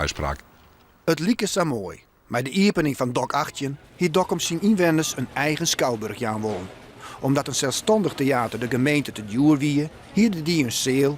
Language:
Western Frisian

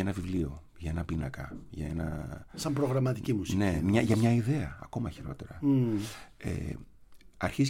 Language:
Greek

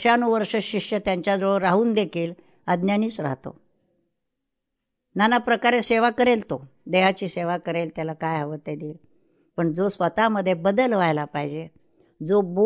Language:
Marathi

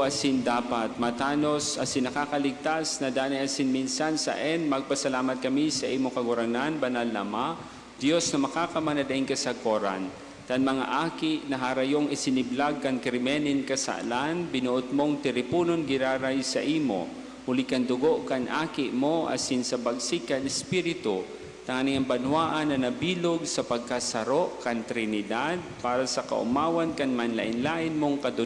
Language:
Bikol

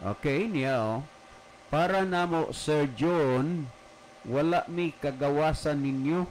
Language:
Cebuano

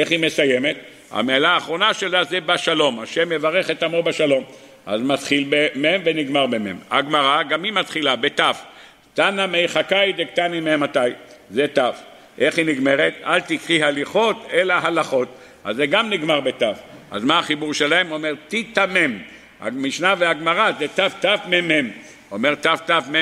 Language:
Hebrew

